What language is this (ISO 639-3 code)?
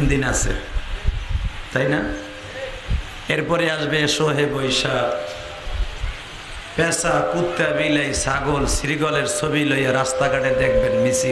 ben